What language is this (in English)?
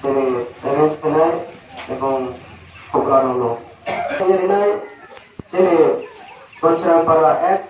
Riang (India)